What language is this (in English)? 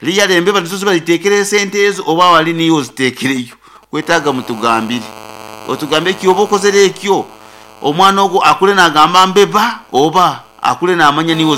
Nyankole